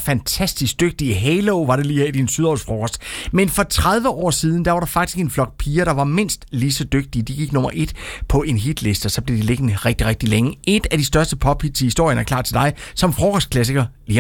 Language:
Danish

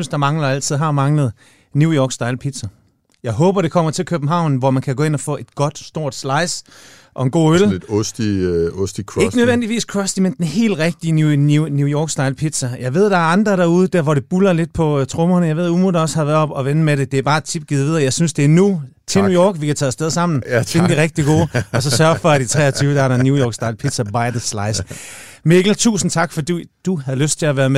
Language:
Danish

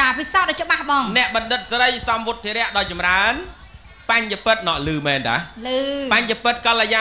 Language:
Khmer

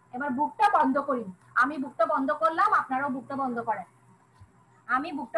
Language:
Bangla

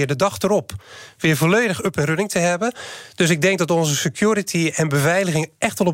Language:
Dutch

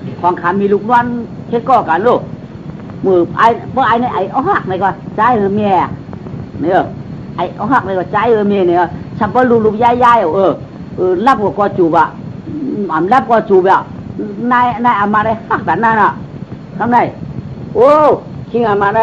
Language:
Shan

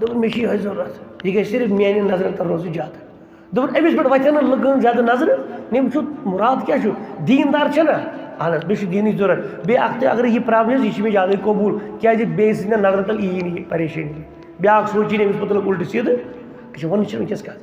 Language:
Kashmiri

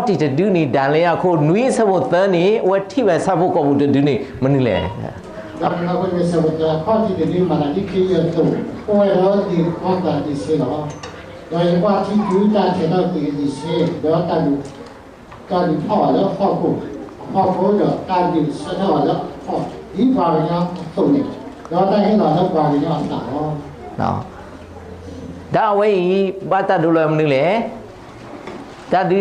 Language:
S'gaw Karen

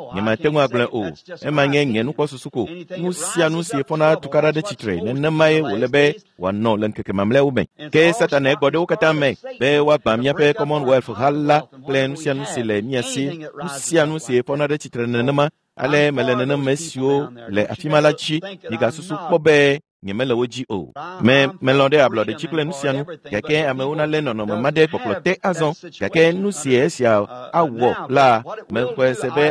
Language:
Ewe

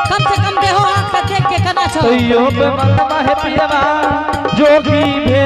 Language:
Angika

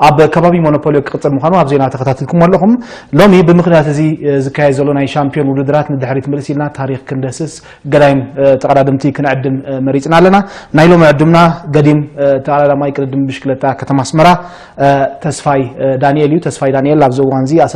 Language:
Tigrinya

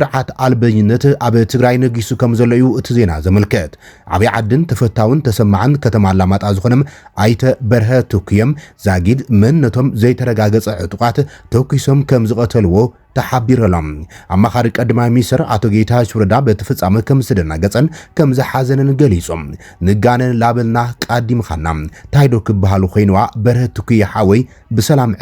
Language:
Tigrinya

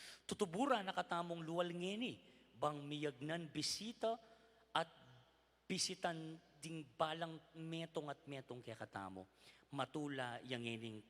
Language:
Pampanga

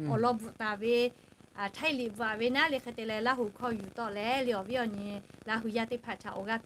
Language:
Lahu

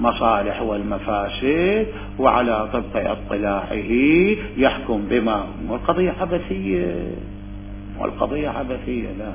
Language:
Mesopotamian Arabic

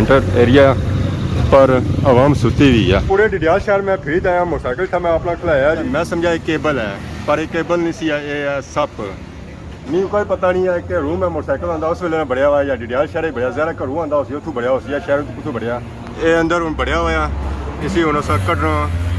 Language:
Pahari-Potwari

